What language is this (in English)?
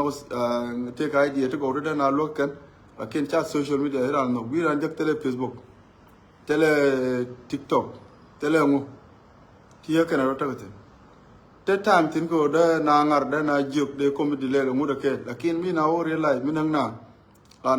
Nuer